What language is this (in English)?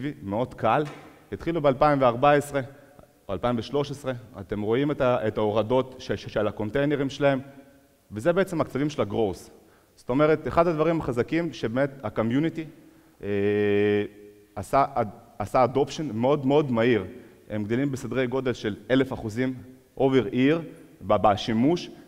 Hebrew